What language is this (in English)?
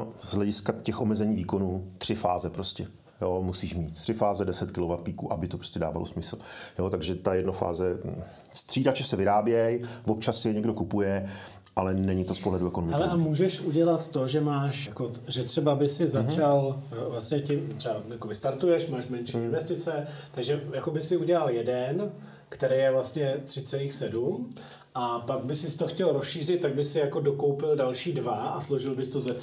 Czech